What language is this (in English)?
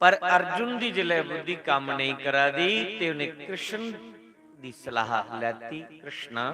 Dogri